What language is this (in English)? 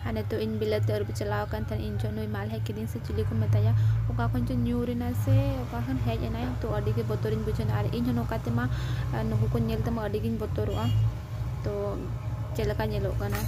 Santali